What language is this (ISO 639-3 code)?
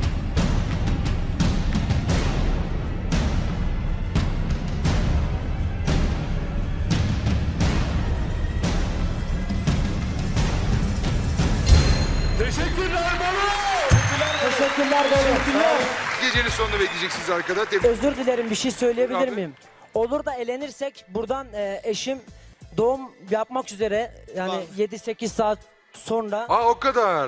tur